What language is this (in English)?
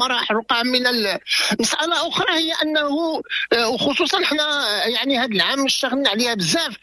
Moroccan Arabic